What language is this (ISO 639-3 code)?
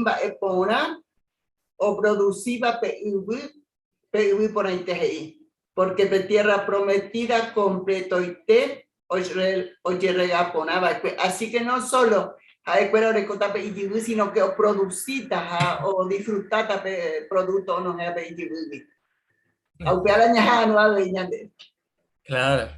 grn